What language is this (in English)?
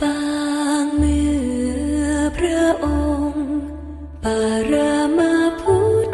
Lao